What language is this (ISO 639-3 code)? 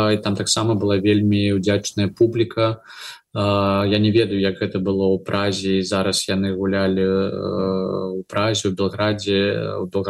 bel